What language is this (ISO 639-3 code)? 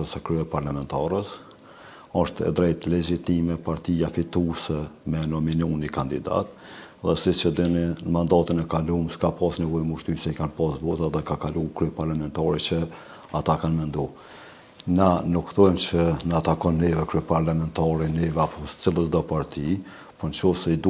sqi